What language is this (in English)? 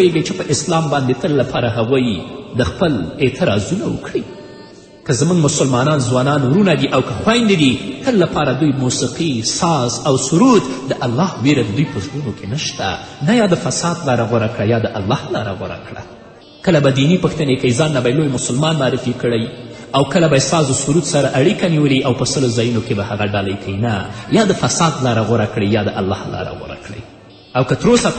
Pashto